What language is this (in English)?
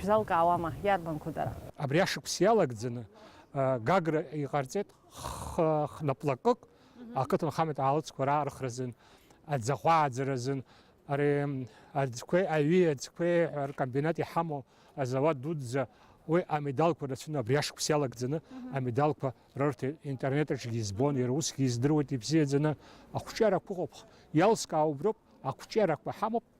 Abkhazian